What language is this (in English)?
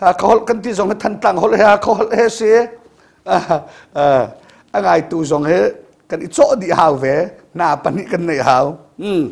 Hakha Chin